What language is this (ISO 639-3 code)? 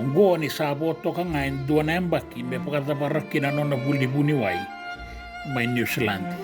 fij